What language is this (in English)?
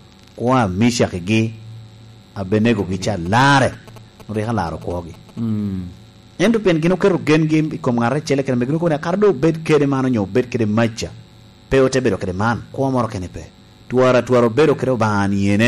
Lango (Uganda)